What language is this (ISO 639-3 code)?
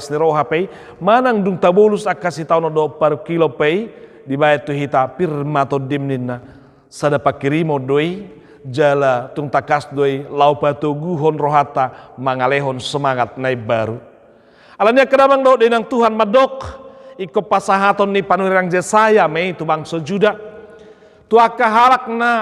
bbc